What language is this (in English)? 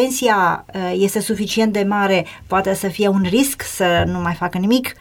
Romanian